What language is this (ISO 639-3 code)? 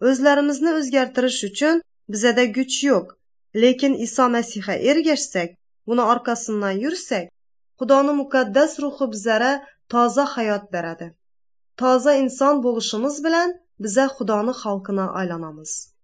uig